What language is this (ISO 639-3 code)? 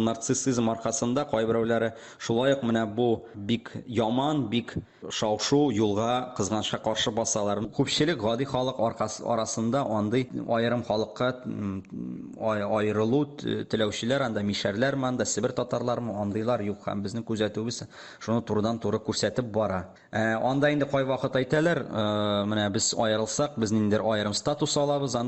tat